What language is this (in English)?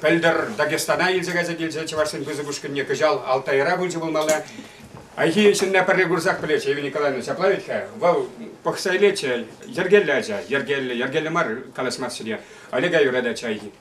Chuvash